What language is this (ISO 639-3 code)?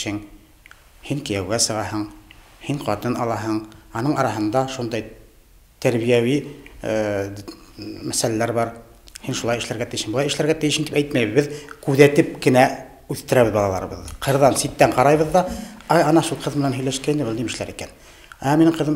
bak